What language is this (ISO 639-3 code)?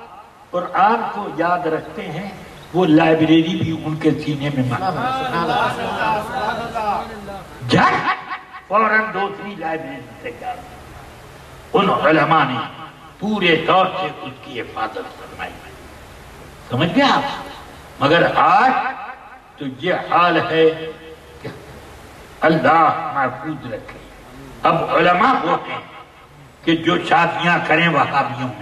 urd